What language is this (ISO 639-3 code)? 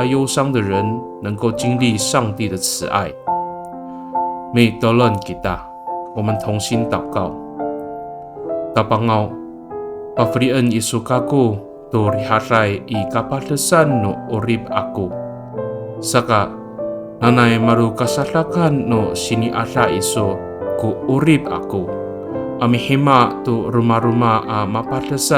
ami